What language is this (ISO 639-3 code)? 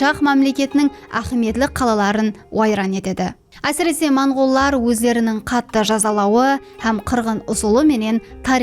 kaa